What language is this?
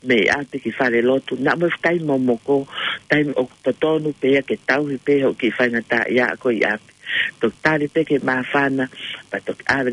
Tongan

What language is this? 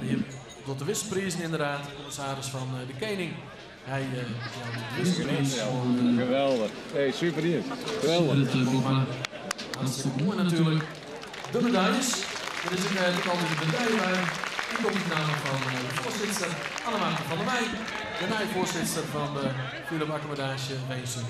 Western Frisian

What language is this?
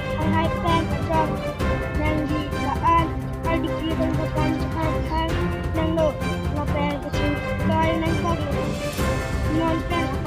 Karbi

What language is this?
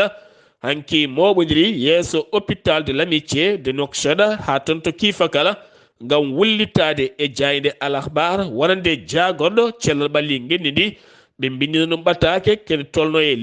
Fula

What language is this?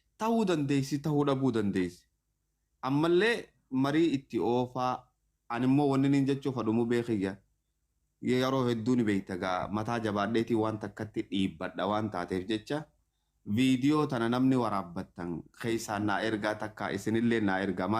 Oromo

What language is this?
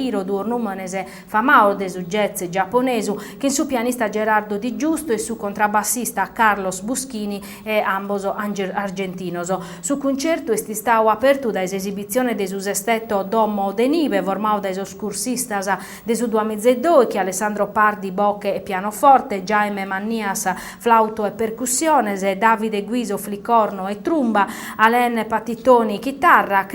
Sardinian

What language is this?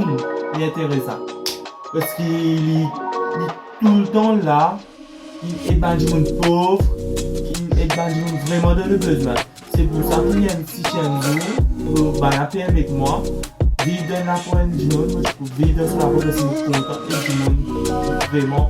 Morisyen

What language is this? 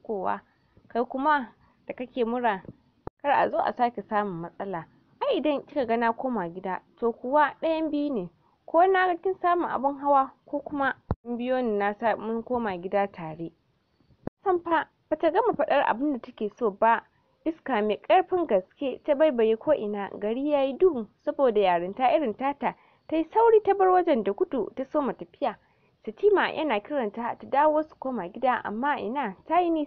Hausa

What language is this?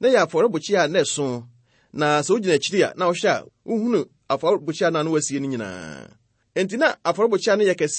Akan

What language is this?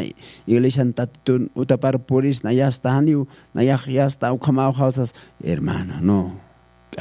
Aymara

